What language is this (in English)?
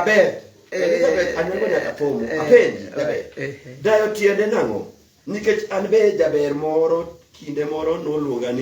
Luo (Kenya and Tanzania)